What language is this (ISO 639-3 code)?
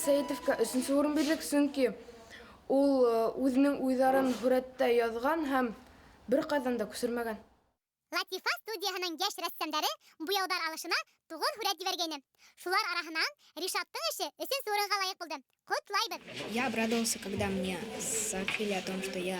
bak